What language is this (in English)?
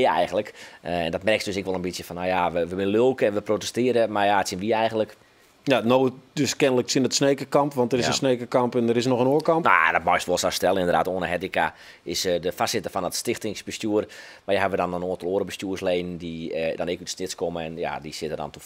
Western Frisian